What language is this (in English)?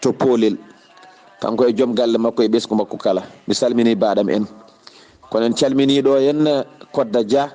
Fula